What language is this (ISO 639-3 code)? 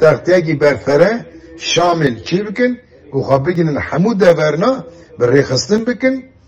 kur